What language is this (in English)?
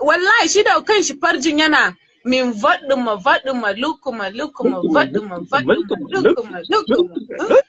Hausa